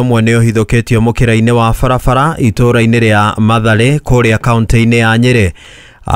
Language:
Kikuyu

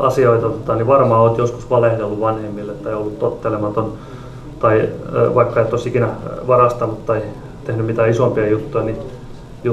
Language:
Finnish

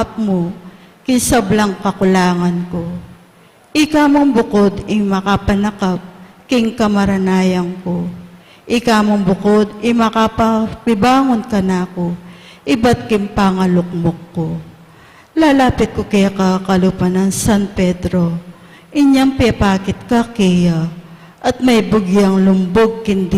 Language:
Pampanga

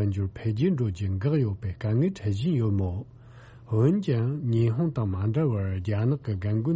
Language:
Tibetan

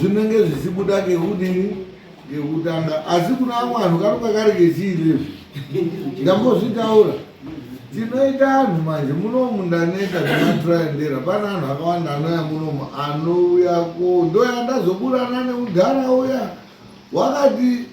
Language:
Shona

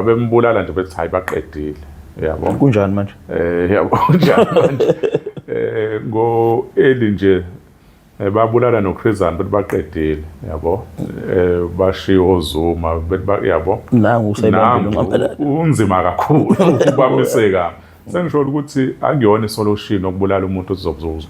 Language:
Zulu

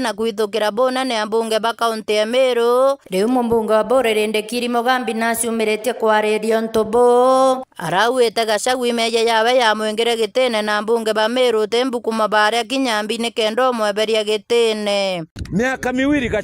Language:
Meru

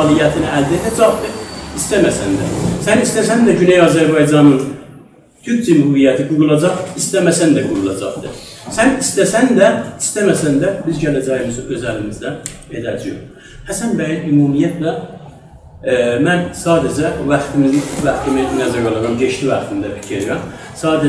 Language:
South Azerbaijani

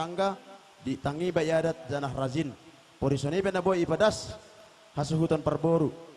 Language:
Batak Simalungun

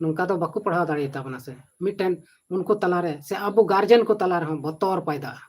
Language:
Santali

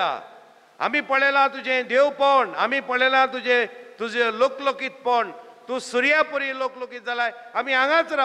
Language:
Konkani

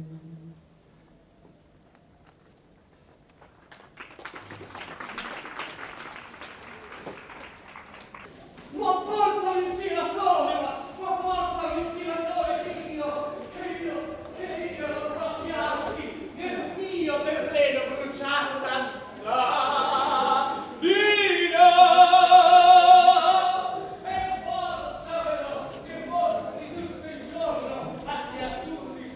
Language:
Italian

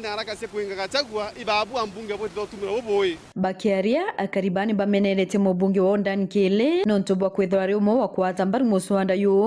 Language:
Meru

